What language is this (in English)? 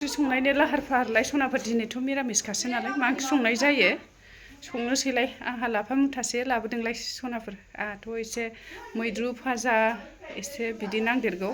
Bodo